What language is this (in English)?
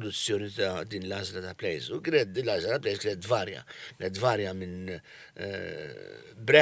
Maltese